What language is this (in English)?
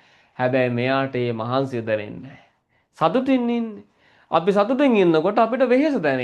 Sinhala